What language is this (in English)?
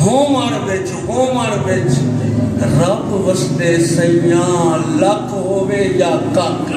Saraiki